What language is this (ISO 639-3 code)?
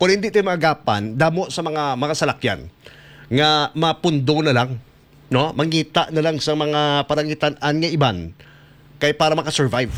hil